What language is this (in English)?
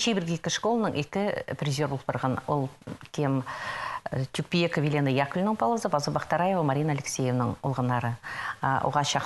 Khakas